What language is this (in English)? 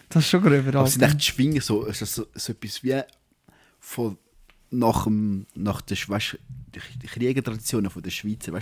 Swiss German